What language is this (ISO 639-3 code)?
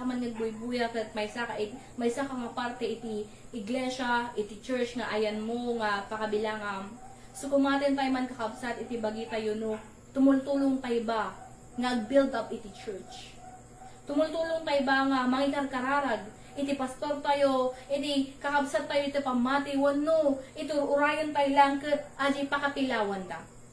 ilo